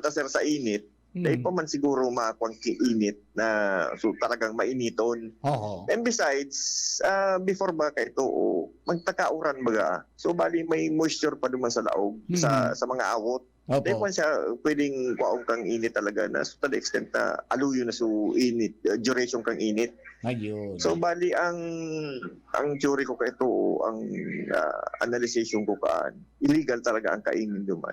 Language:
Bikol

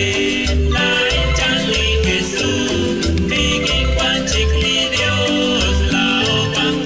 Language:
Kekchí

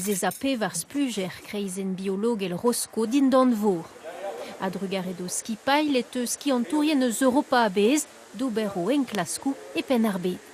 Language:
Breton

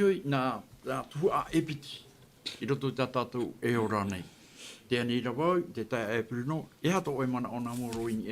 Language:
Tahitian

